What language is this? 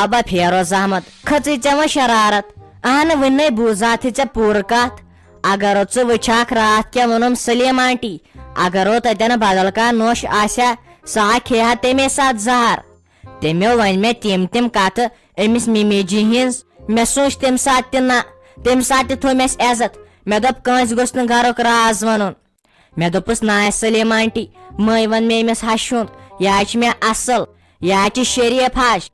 Kashmiri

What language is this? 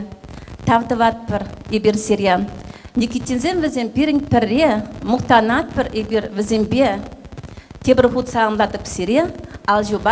Chuvash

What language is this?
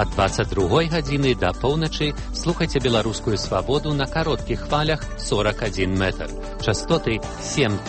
Belarusian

